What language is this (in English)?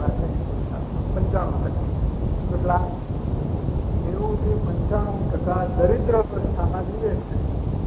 Gujarati